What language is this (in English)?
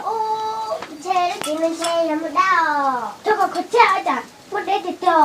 Hmong